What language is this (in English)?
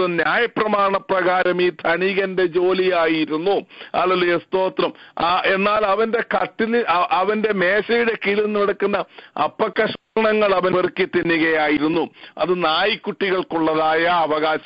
Malayalam